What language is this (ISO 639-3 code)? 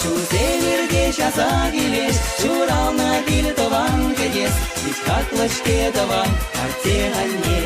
chv